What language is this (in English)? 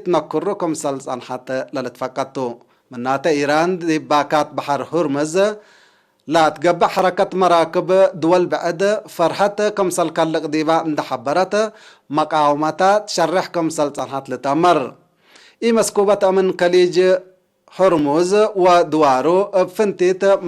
Tigre